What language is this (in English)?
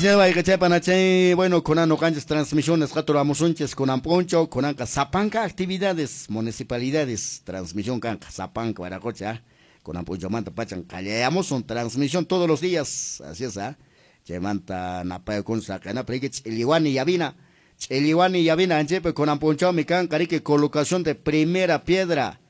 Quechua